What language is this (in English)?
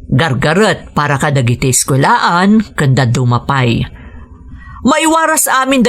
Iloko